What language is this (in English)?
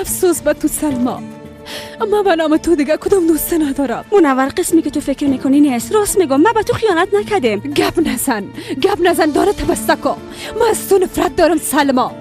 Persian